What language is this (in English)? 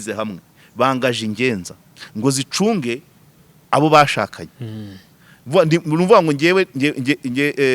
Kinyarwanda